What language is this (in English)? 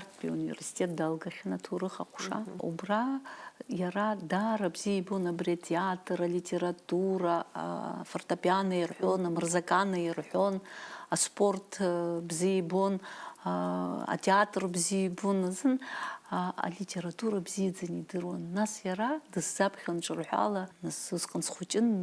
Abkhazian